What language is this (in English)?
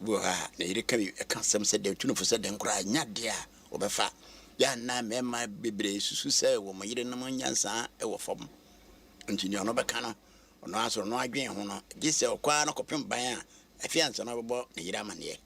Akan